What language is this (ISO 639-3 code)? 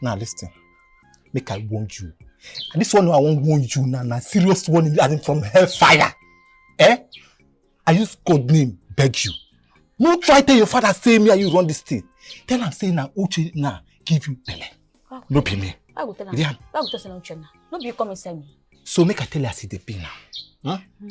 pcm